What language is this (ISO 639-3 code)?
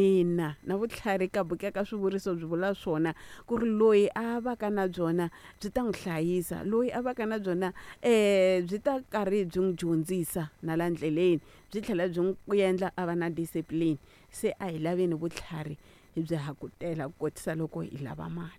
tso